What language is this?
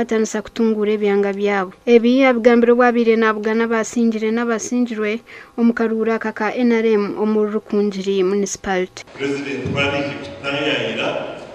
Nyankole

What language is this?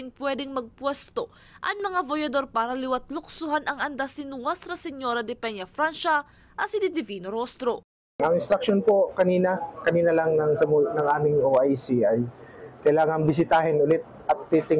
Bikol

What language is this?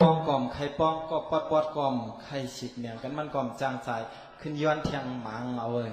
Shan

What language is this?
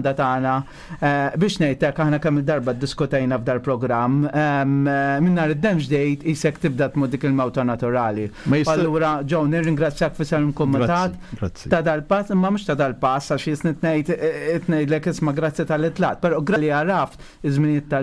Maltese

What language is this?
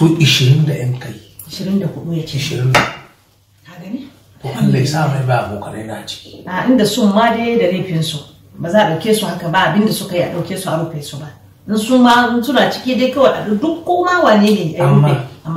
Hausa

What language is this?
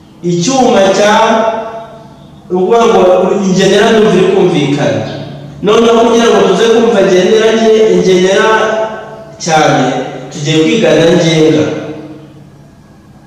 Kinyarwanda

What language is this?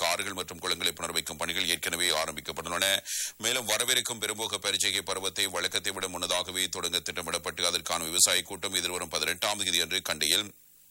Tamil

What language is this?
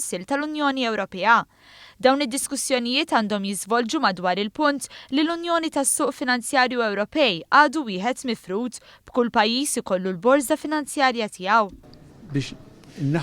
Maltese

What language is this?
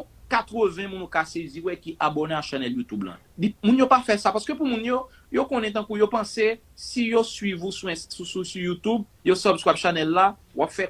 Haitian Creole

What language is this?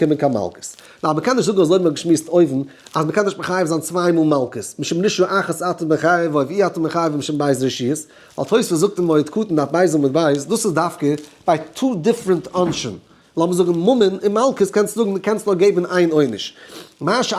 Yiddish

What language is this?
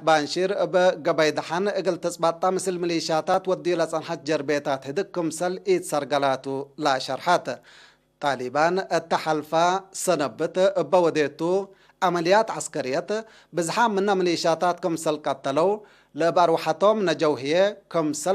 Tigre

